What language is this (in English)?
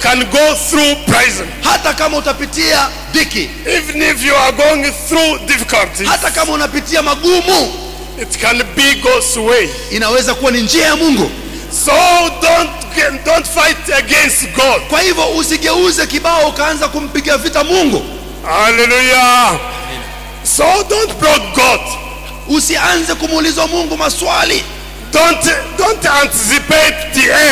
Swahili